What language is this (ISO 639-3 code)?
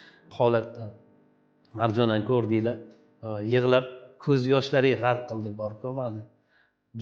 uzb